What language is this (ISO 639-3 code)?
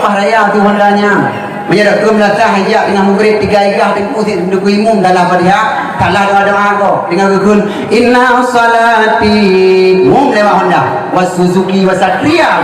ace